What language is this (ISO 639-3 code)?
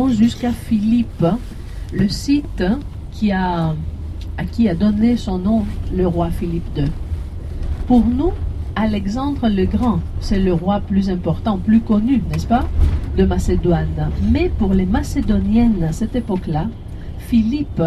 fra